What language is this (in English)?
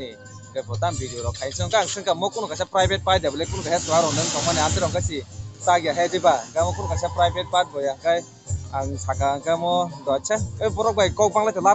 Kok Borok